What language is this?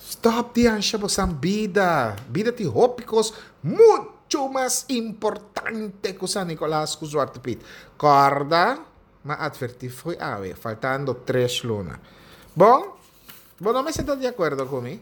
Papiamento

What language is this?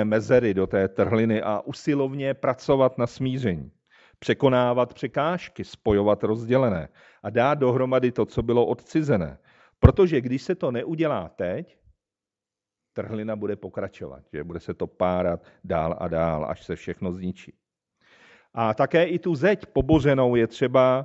Czech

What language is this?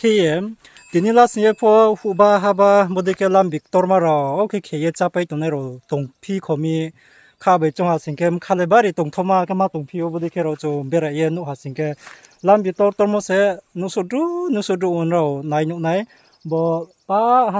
Riang (India)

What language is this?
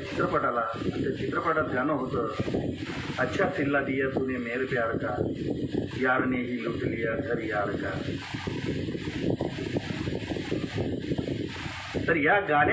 Marathi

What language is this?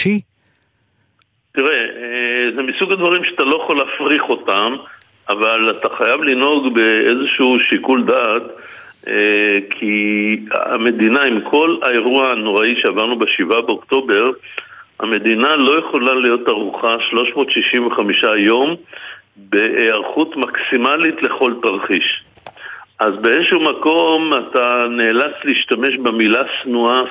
Hebrew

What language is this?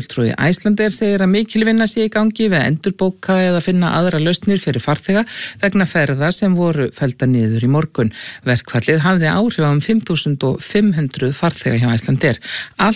Icelandic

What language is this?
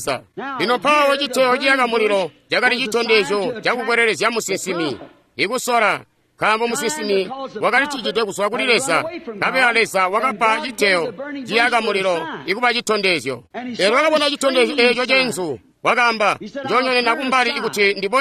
Tonga (Zambia)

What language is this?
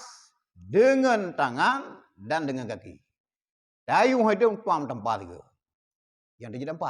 Achinese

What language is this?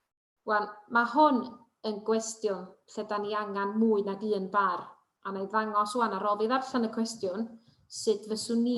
Welsh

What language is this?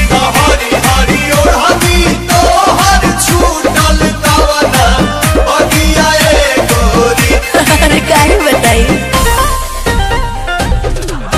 Bhojpuri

